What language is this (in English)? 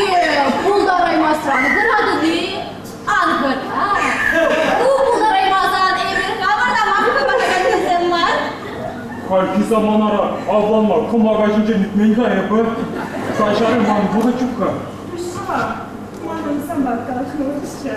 Chuvash